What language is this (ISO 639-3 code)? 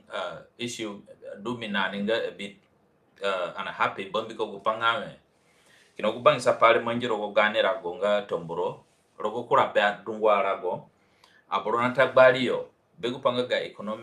zne